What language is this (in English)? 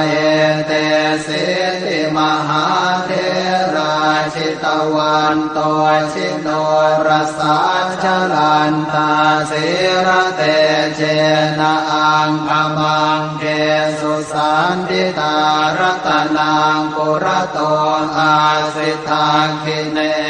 Pali